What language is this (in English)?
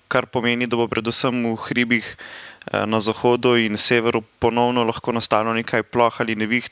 Slovenian